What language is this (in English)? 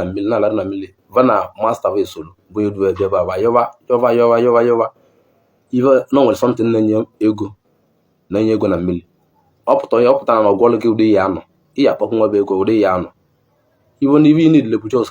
Igbo